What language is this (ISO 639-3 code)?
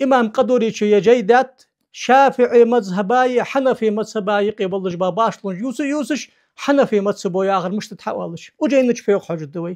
inh